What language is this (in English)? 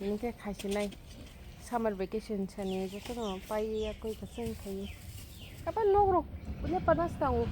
Kok Borok